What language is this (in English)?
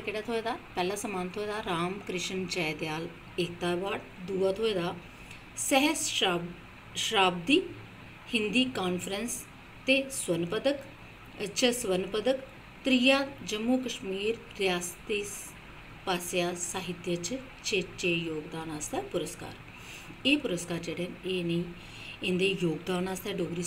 Dogri